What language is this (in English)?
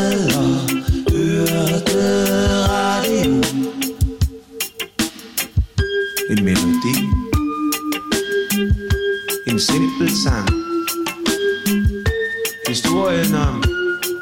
Danish